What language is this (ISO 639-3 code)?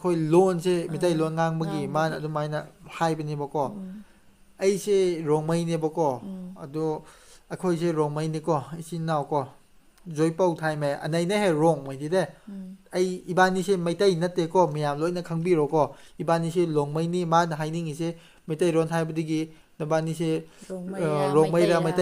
mni